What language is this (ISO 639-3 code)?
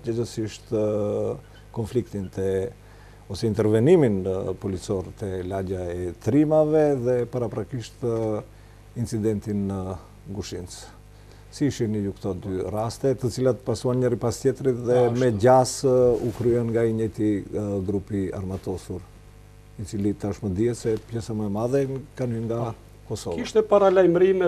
sqi